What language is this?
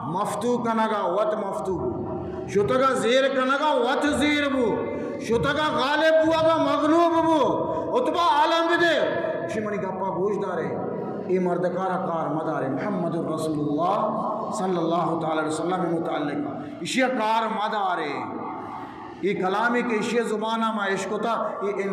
Eastern Balochi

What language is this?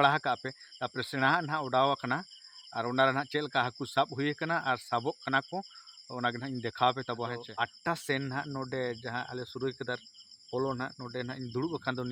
Santali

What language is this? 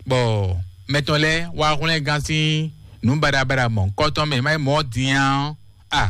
Fon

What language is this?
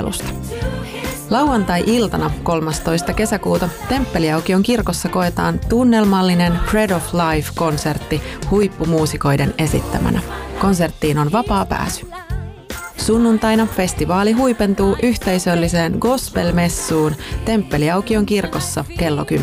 Finnish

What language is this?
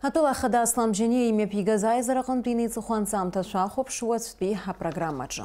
Abkhazian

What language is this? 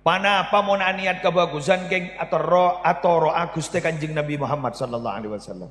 Madurese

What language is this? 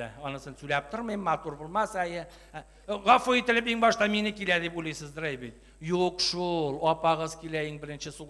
Tatar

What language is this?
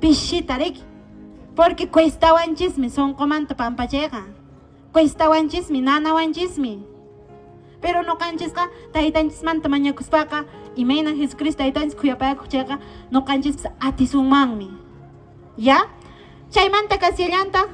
Quechua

